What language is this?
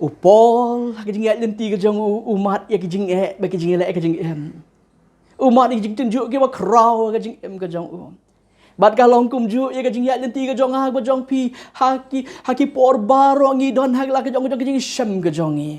Khasi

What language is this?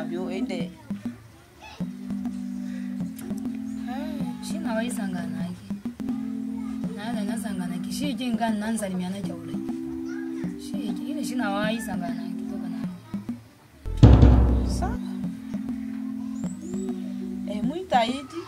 Swahili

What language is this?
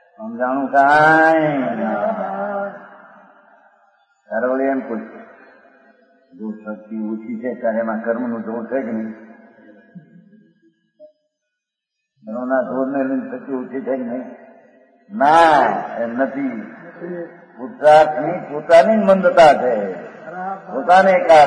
Gujarati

